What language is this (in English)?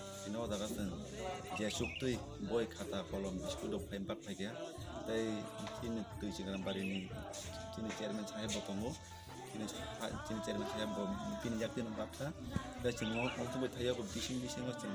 Kok Borok